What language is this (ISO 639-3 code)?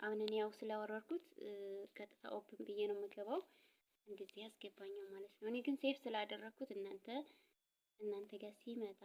amh